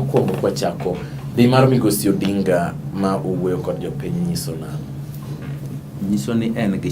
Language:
Luo (Kenya and Tanzania)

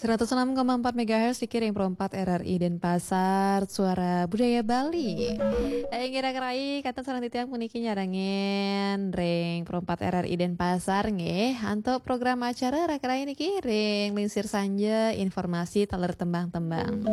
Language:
Balinese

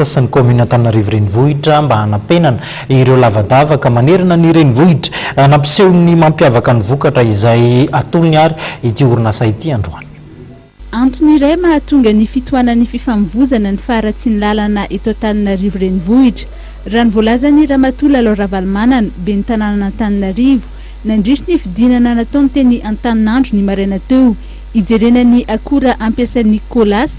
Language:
Malagasy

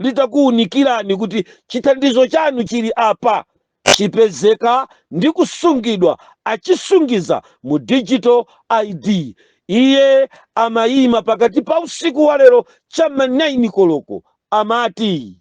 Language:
Nyanja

